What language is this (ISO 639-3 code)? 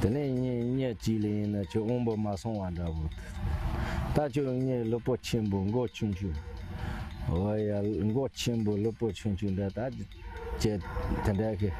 bod